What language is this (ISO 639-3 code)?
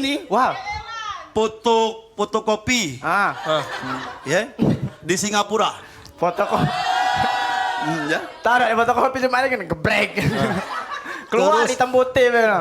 mui